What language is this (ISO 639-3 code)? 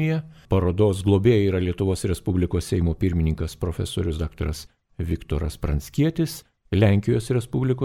lit